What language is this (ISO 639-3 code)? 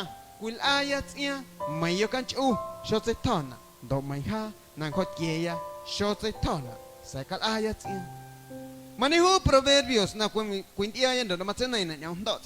amu